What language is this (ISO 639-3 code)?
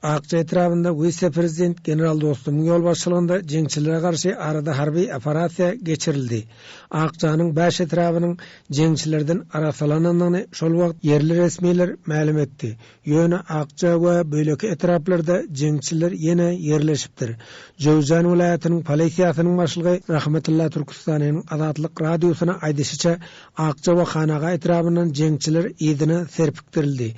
tuk